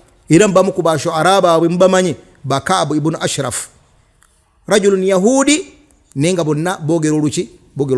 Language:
Ganda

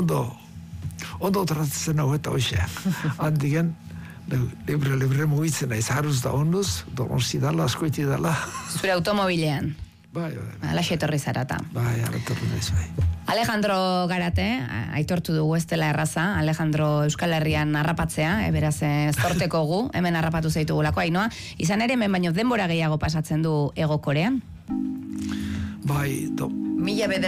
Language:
Basque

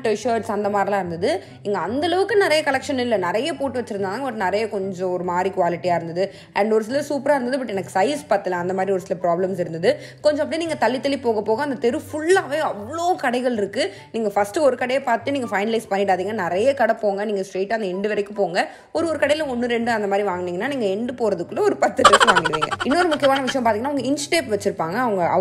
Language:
Tamil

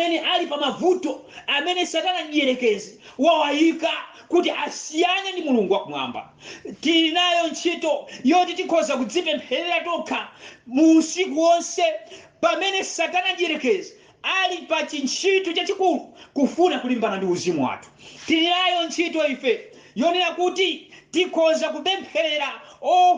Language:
Nyanja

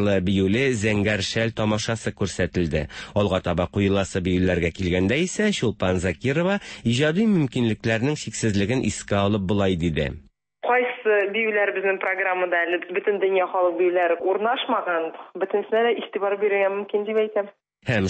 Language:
Tatar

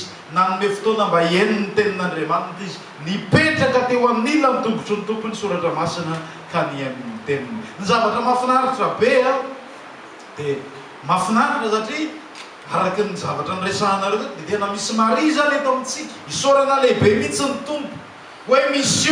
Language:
Malagasy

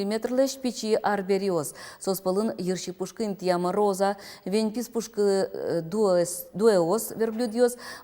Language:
Udmurt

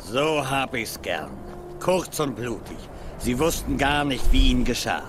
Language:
Swiss German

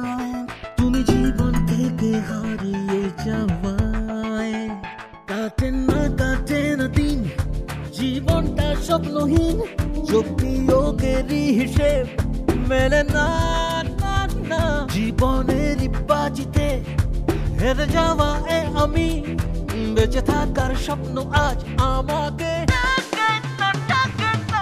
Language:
Bangla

